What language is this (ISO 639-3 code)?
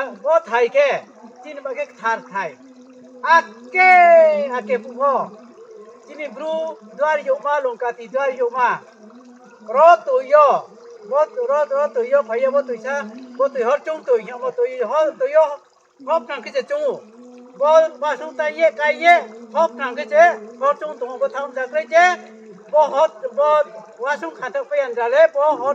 ria